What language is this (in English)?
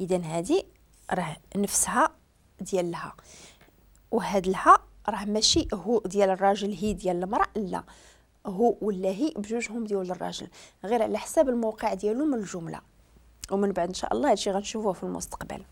Moroccan Arabic